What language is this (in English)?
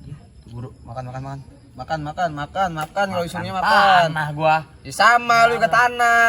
Betawi